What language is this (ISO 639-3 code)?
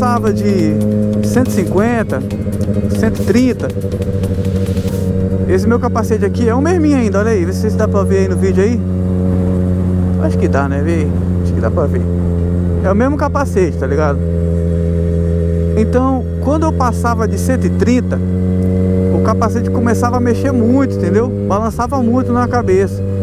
por